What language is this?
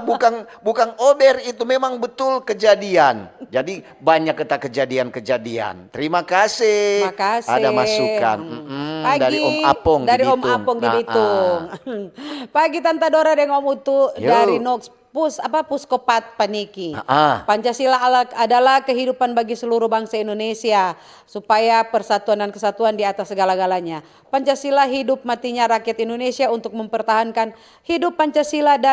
Manado Malay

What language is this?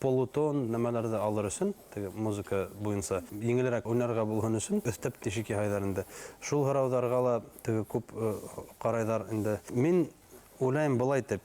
Bashkir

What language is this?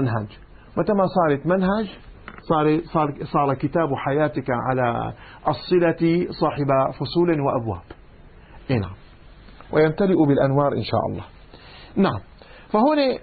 Arabic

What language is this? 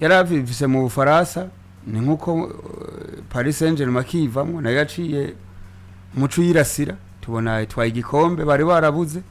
Rundi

